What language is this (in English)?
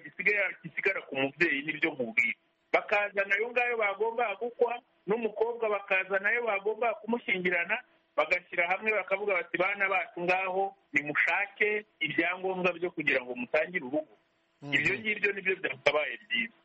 Kinyarwanda